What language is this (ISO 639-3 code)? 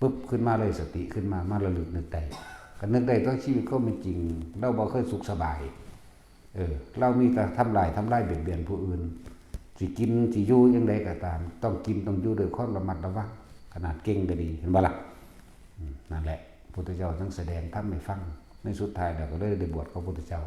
lao